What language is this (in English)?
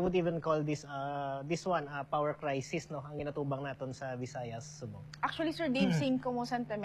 Hiligaynon